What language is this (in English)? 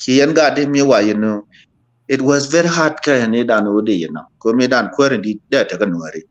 Nuer